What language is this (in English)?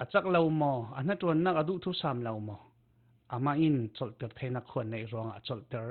Falam Chin